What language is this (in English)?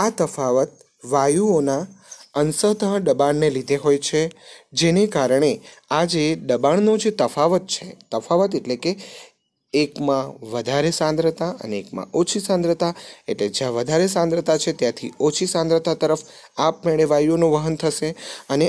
Gujarati